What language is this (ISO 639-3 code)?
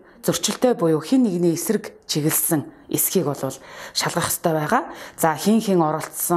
mon